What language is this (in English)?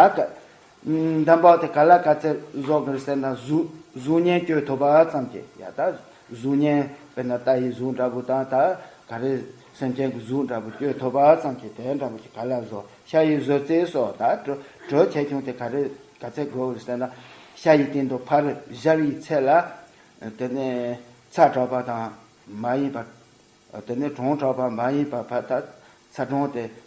Tibetan